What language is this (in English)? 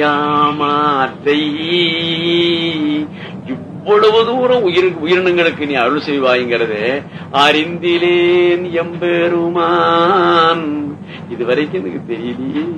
Tamil